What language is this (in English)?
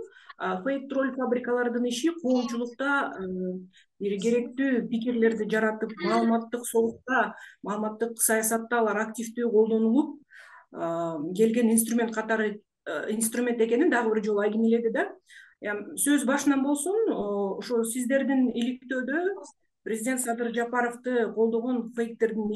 Kyrgyz